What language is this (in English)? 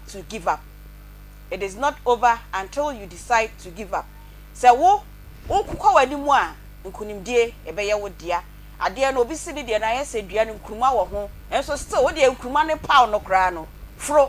Akan